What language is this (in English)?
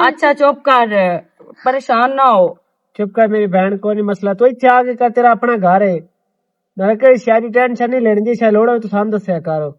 Western Panjabi